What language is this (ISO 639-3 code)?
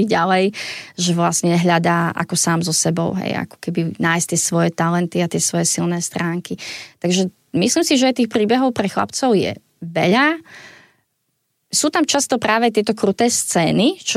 slk